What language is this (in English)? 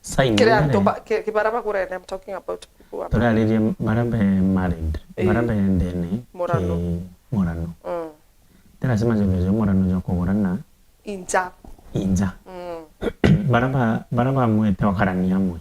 Meru